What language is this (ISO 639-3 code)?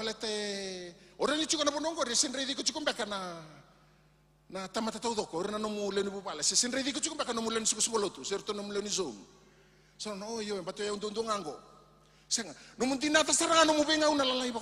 fij